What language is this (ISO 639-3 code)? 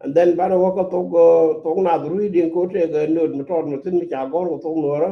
nus